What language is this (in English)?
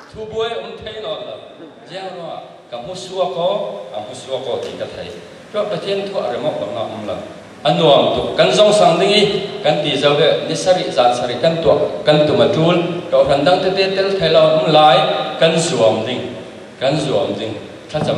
Falam Chin